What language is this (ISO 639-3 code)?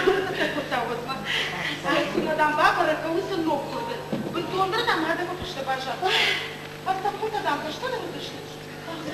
oss